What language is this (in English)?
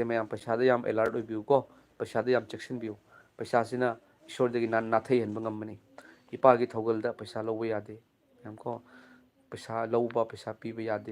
Manipuri